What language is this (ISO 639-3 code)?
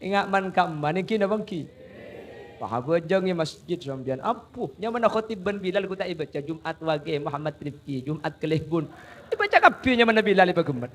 mad